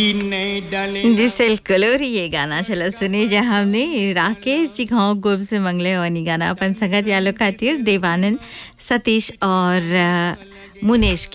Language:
Bhojpuri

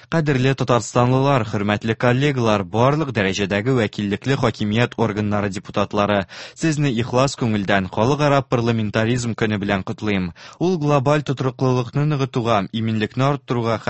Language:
Tatar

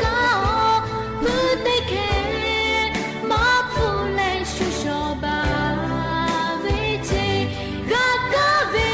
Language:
Lahu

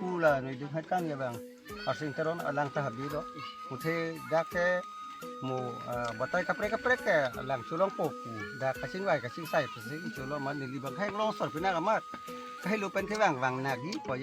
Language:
Karbi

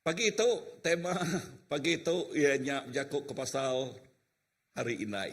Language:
Iban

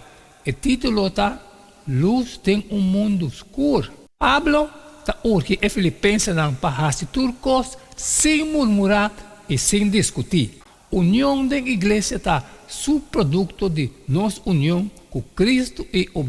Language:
Papiamento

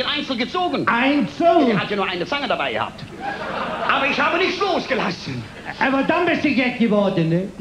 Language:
Colognian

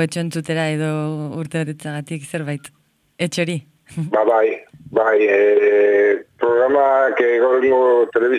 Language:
Basque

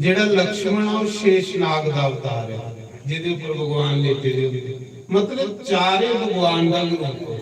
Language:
Dogri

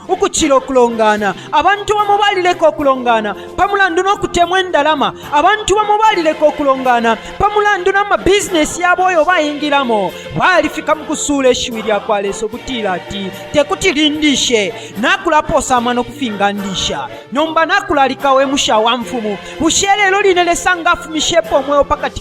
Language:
Bemba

